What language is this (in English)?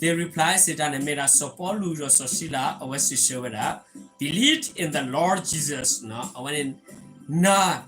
S'gaw Karen